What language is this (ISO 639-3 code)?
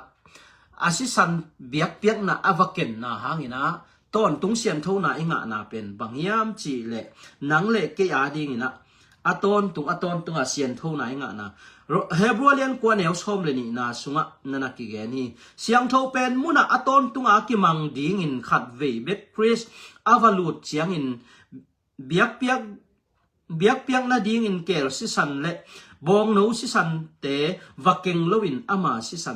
ctd